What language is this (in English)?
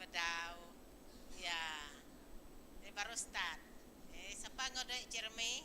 Iban